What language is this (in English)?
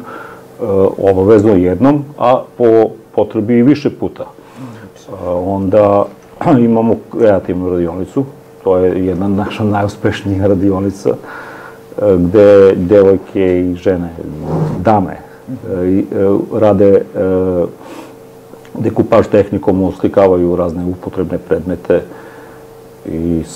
Serbian